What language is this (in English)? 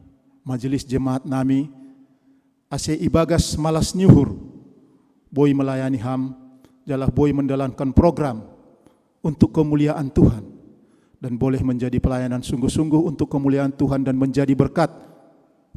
Batak Simalungun